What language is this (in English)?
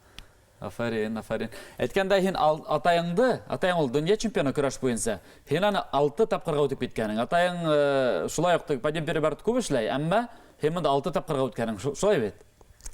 Bashkir